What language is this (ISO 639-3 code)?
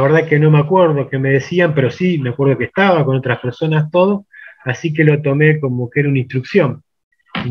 spa